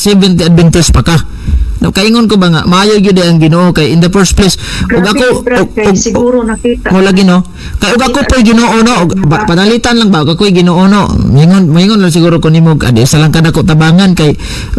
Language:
Cebuano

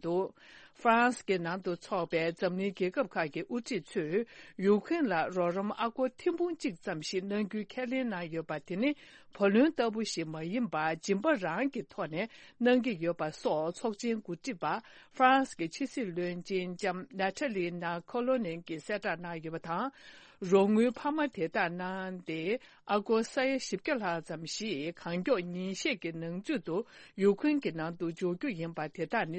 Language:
Tibetan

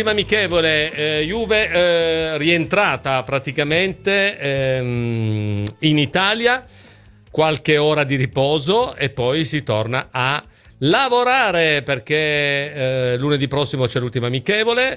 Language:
Italian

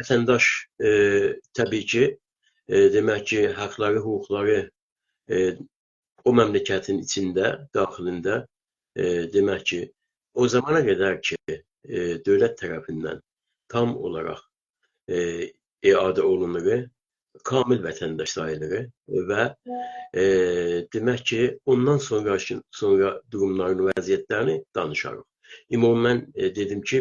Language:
South Azerbaijani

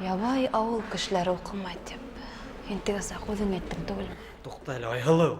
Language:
Bashkir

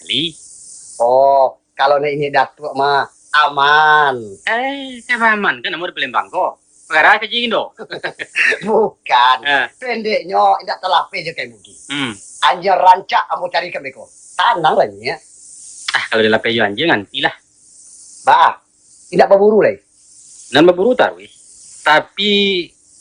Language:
Minangkabau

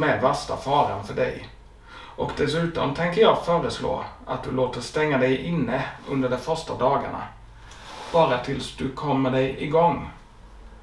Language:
Swedish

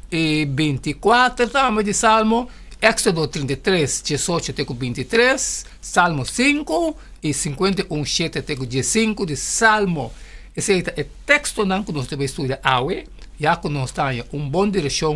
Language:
Papiamento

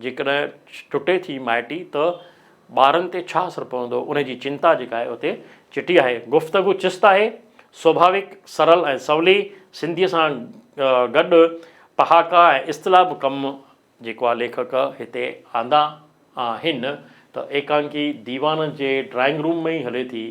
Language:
Sindhi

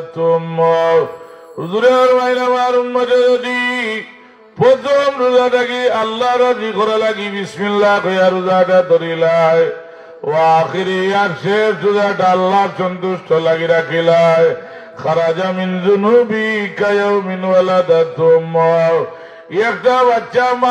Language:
Sylheti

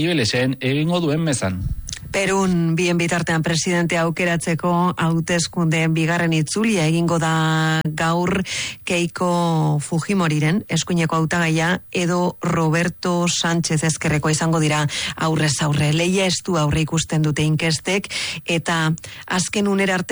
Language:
Basque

